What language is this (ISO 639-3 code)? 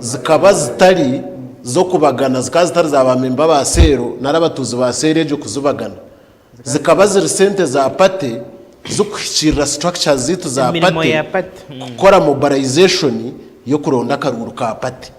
nyn